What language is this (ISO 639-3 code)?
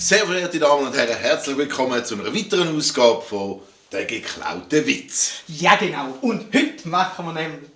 gsw